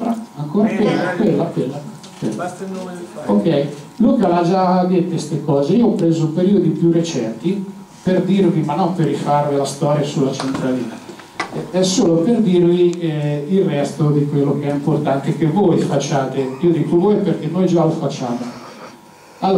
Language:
Italian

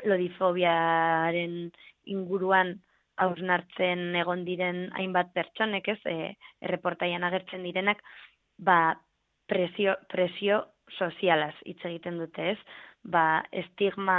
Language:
Basque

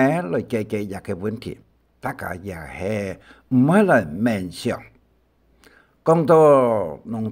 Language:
Hakka Chinese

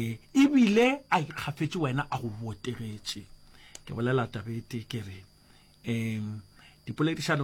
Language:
Northern Sotho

